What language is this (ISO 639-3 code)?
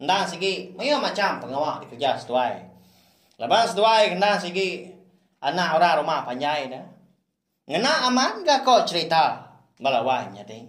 iba